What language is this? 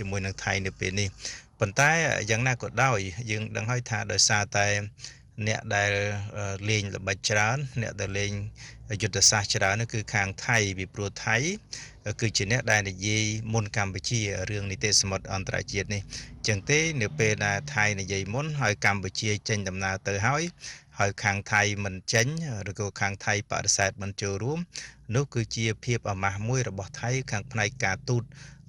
Khmer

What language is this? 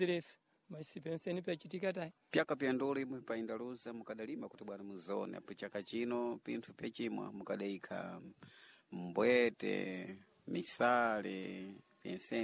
Sena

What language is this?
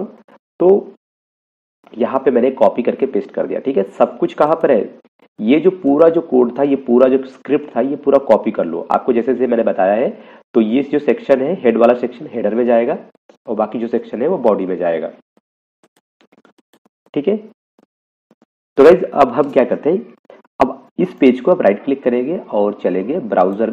Hindi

